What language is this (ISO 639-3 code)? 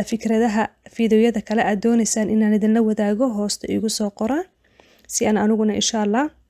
som